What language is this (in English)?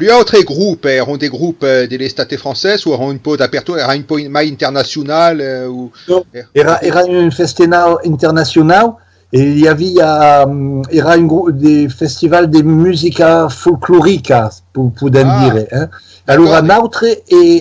Occitan